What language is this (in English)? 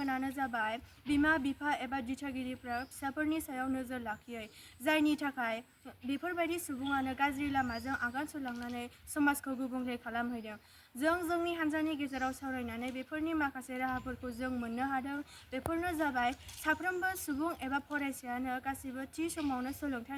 Bodo